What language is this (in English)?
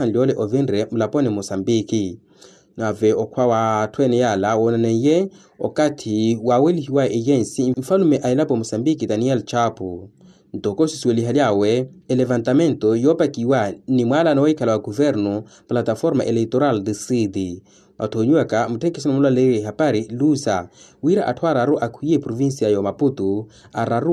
Makhuwa